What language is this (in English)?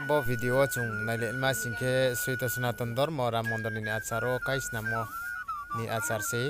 Riang (India)